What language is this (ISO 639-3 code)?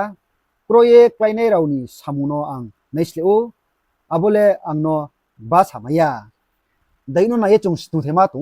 ria